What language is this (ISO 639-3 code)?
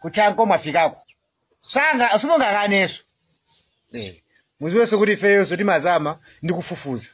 nya